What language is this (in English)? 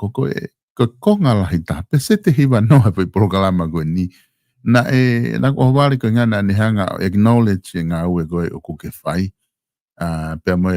Tongan